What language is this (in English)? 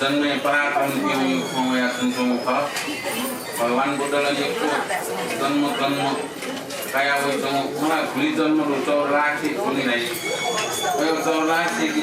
Newari